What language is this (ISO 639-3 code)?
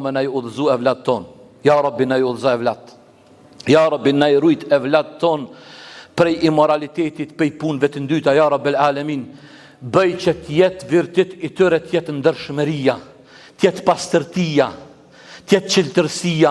sqi